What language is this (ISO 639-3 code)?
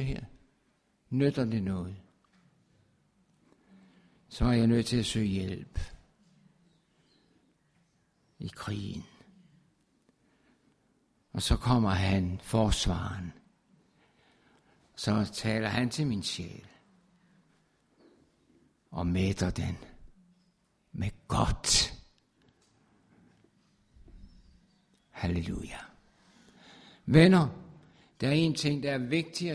dan